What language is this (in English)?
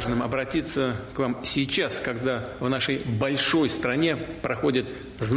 Russian